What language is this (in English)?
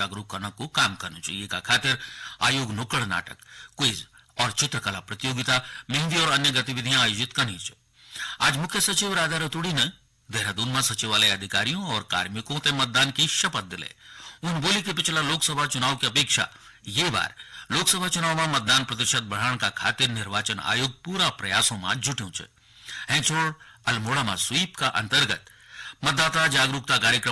Garhwali